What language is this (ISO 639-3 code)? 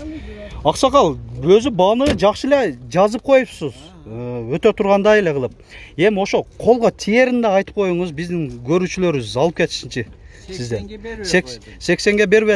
kir